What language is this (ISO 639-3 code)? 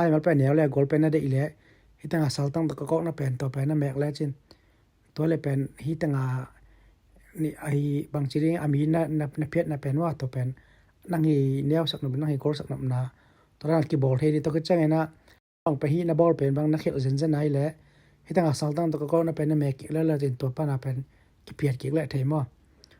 ctd